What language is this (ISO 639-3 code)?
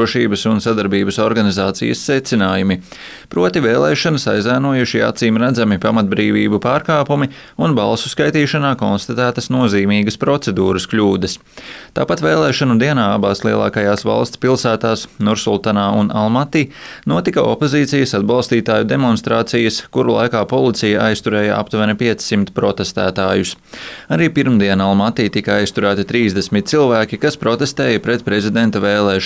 lav